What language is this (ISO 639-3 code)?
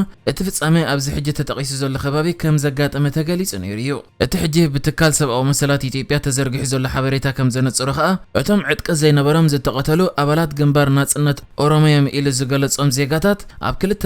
tir